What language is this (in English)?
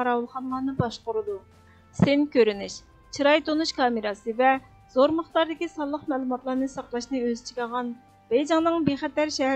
Uyghur